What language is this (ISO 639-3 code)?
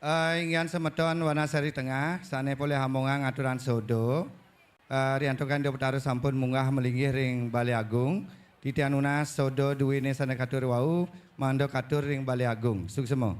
ban